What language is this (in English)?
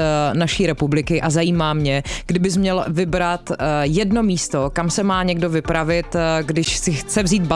Czech